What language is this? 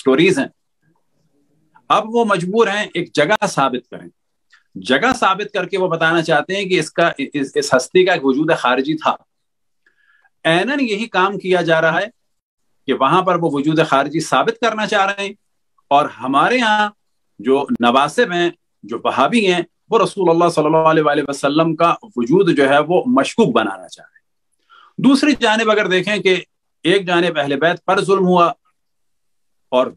Urdu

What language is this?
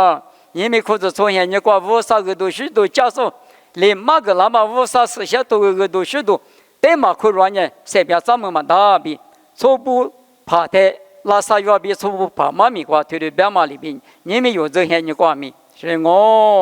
Lisu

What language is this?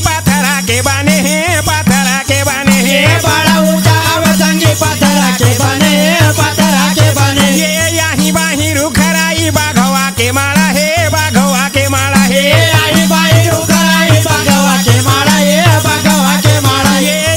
Chhattisgarhi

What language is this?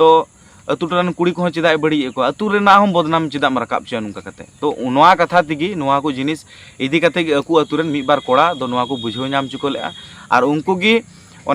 Santali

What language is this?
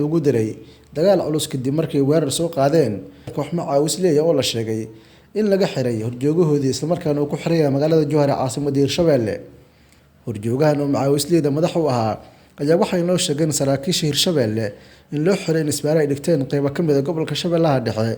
Somali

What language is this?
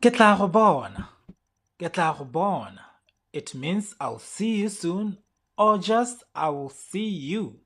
Tswana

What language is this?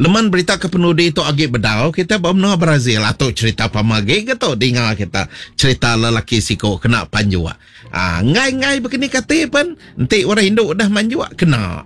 Iban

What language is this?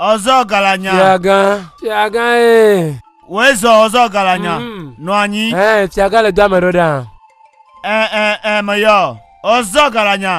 Ewe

